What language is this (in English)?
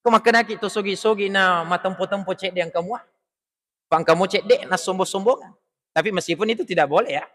Buginese